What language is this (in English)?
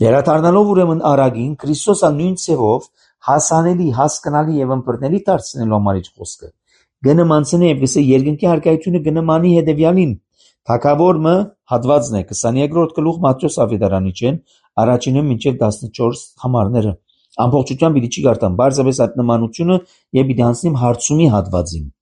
Armenian